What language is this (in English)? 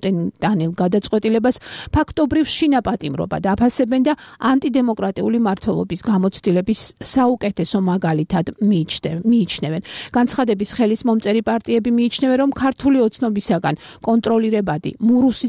Georgian